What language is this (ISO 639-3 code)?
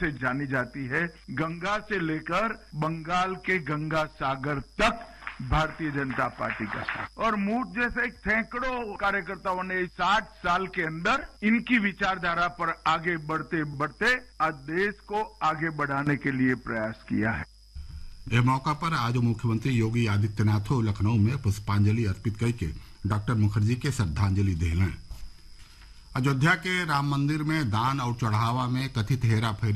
bho